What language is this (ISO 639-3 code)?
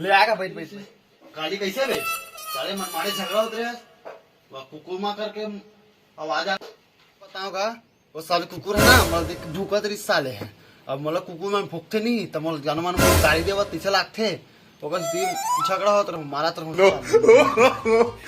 hne